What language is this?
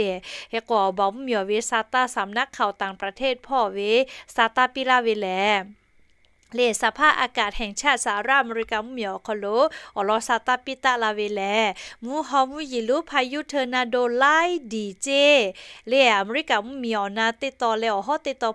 Lahu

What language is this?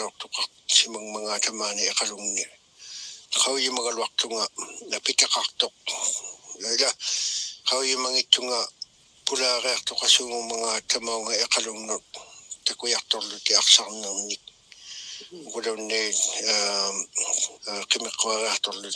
Kalaallisut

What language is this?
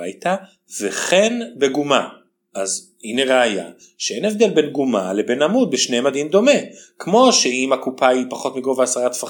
Hebrew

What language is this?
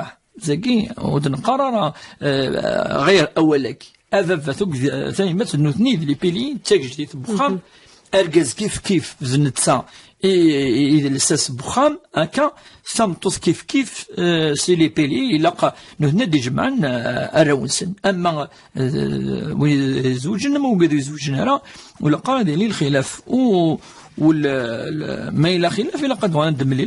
Kabyle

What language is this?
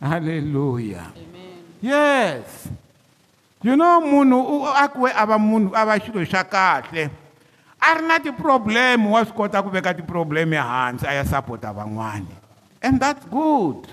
Tsonga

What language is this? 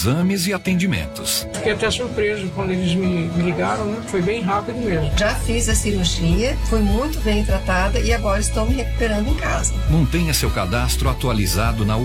Portuguese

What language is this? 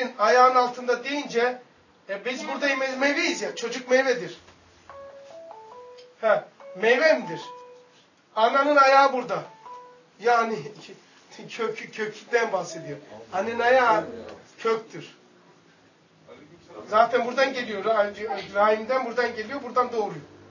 Turkish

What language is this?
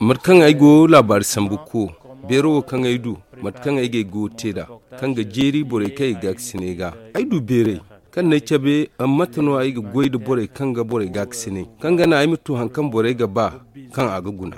Zarma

